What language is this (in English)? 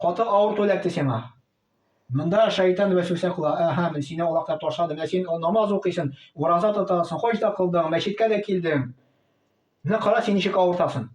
Tatar